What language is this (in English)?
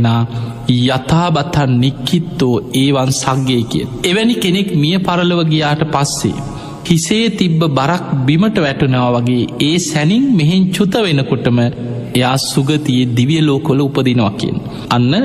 Sinhala